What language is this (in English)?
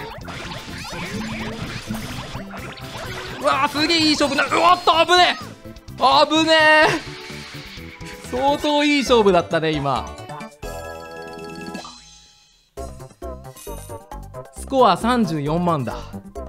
Japanese